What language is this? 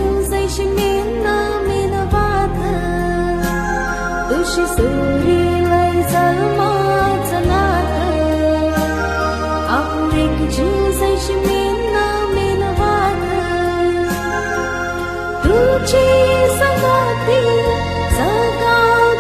Marathi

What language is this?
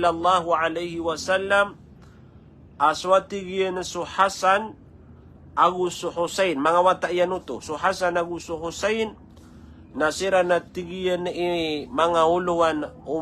Maranao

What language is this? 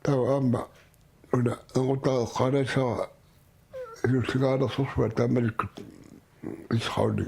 Kalaallisut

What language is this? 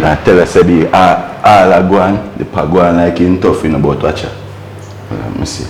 Jamaican Creole English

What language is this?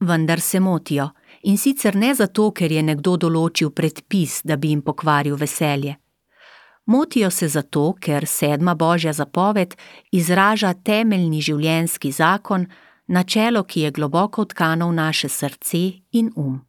Slovenian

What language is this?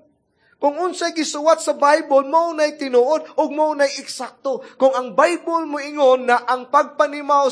Cebuano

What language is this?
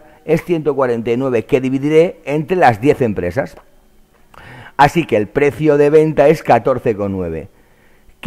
Spanish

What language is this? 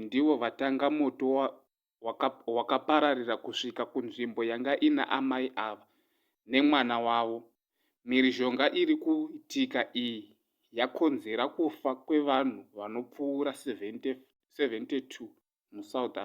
Shona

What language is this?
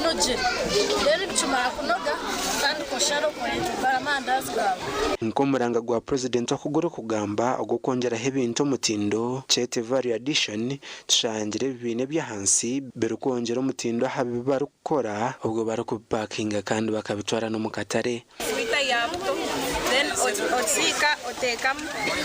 Nyankole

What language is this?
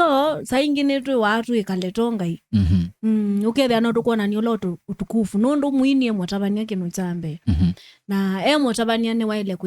Kamba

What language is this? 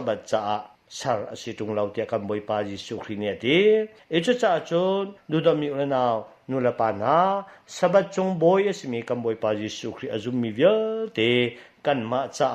Hakha Chin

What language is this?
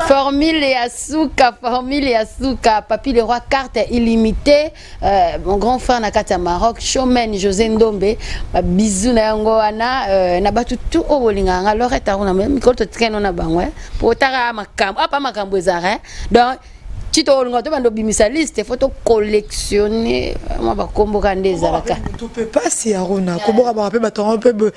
Lingala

